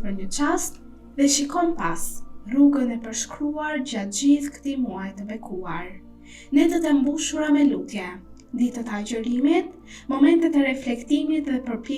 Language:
Albanian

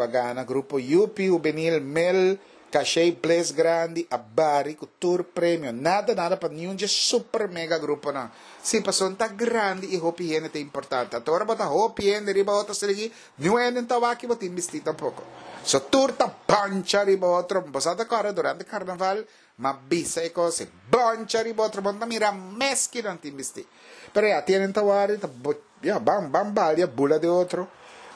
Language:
Papiamento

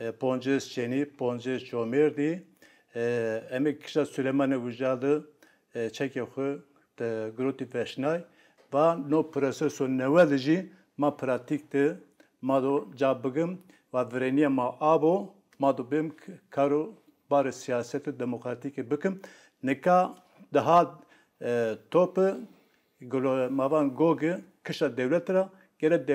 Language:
Zaza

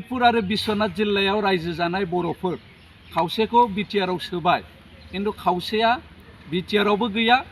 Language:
Bodo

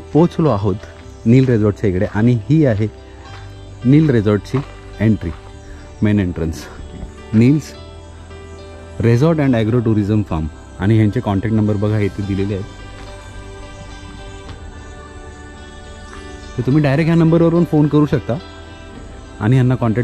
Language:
Marathi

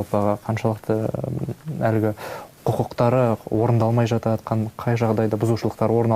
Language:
Kazakh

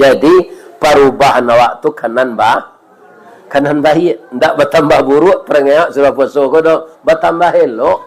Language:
Minangkabau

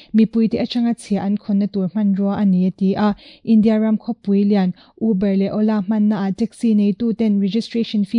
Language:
Mizo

